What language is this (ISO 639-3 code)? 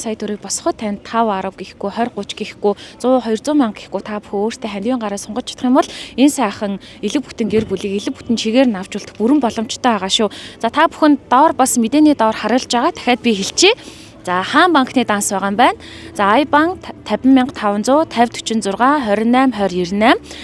mon